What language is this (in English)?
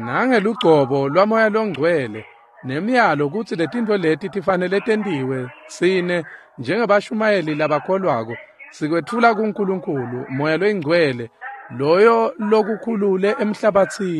Swati